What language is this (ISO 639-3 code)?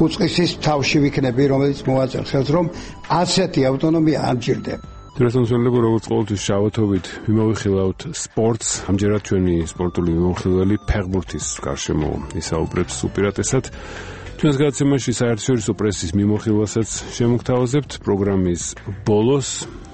kat